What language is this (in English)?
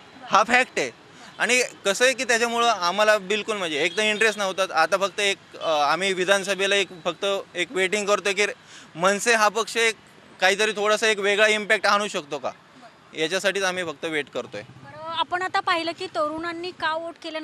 Marathi